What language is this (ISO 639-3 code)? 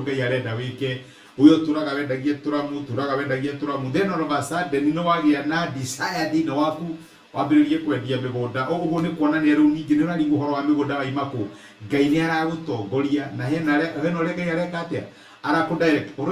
kik